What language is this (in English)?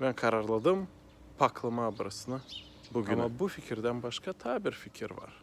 Gagauz